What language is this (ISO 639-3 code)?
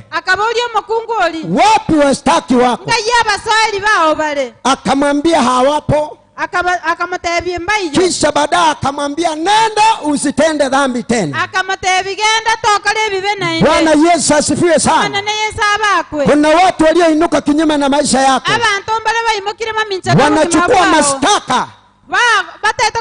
guz